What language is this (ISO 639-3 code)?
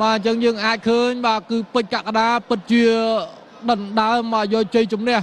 khm